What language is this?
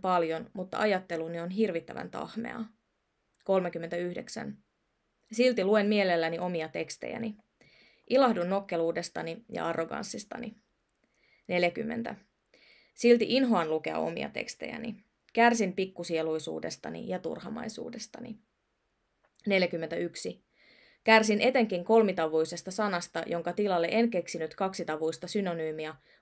Finnish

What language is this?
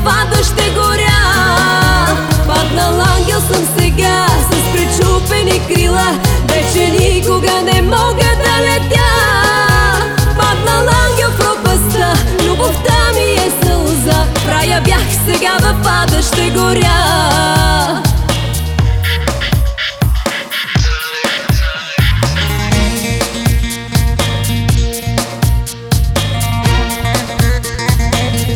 Bulgarian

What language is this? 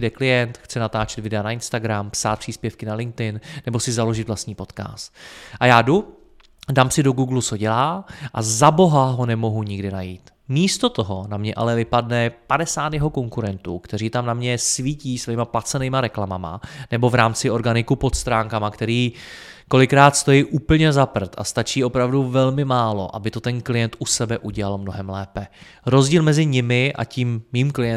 Czech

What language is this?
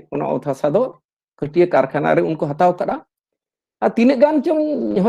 Santali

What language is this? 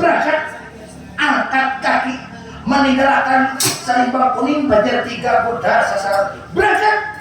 Banjar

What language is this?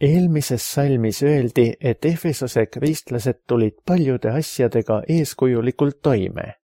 Estonian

